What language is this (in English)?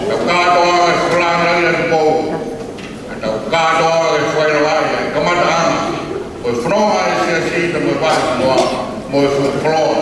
Tongan